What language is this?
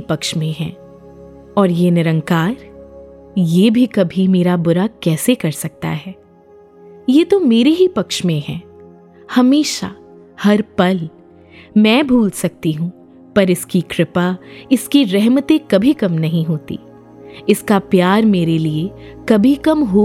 Hindi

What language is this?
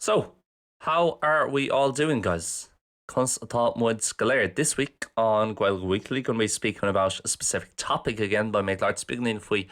Irish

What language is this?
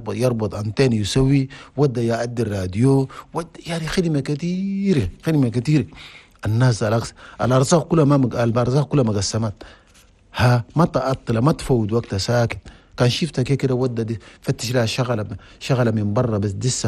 Chadian Arabic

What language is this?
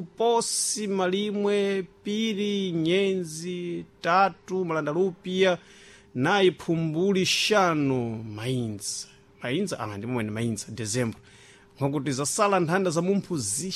Sena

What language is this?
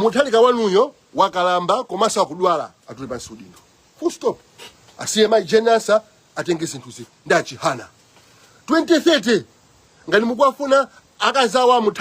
Nyanja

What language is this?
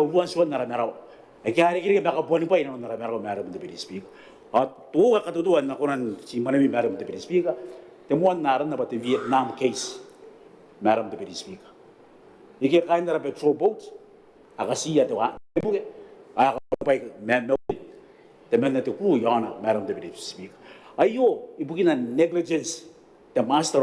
Gilbertese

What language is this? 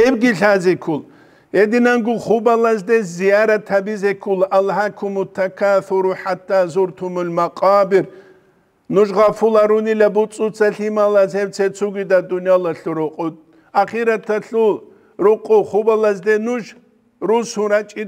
Avaric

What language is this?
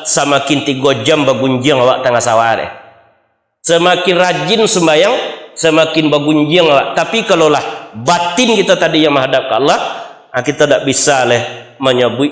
Minangkabau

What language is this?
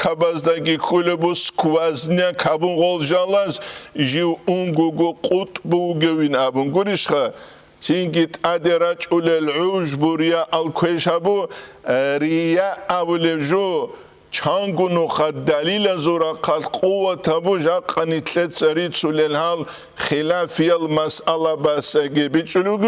Avaric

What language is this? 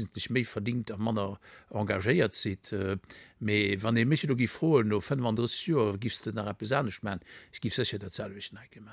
Luxembourgish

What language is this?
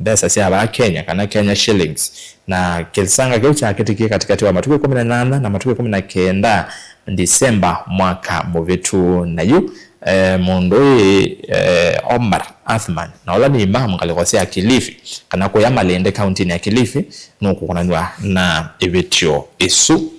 Kamba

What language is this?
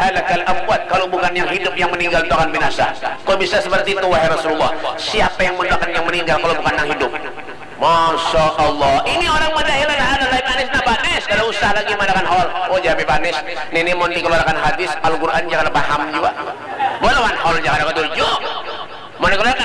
Banjar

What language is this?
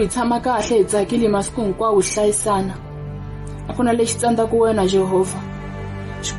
Tsonga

